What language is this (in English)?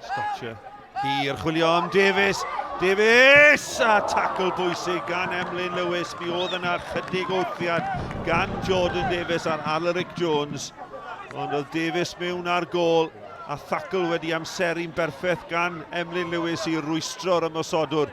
Welsh